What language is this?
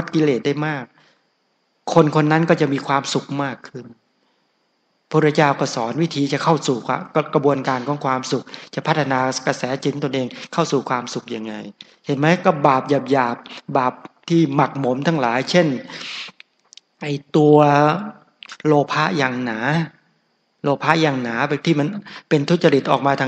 Thai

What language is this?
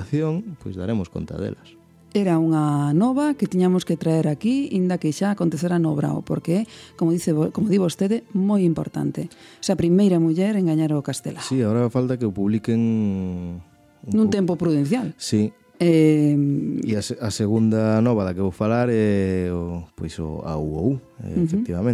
Galician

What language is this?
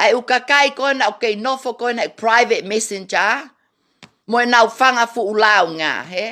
Tongan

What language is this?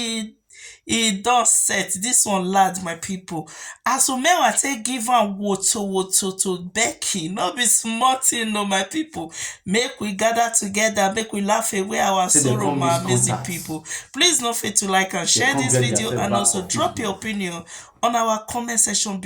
Nigerian Pidgin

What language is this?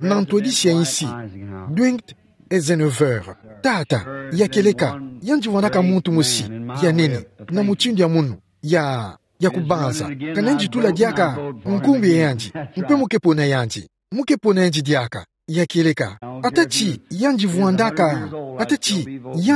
Kituba (Democratic Republic of Congo)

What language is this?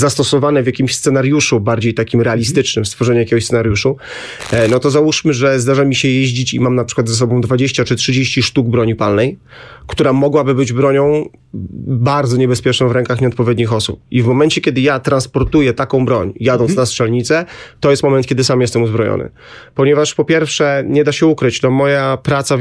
Polish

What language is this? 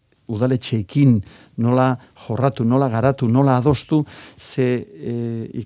Basque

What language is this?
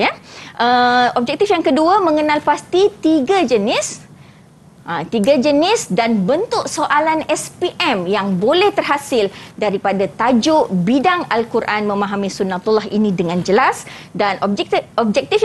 Malay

